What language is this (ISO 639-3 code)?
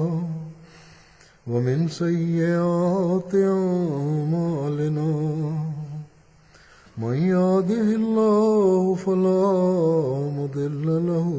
ben